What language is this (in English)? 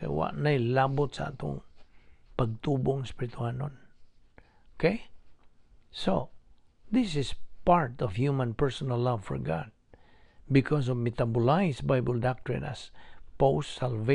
Cebuano